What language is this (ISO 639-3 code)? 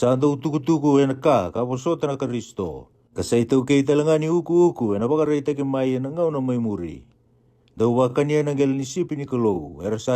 fij